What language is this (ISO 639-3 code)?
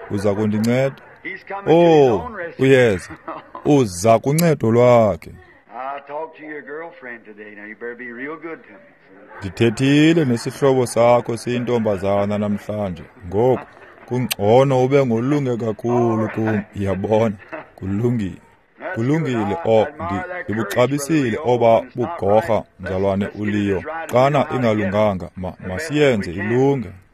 xho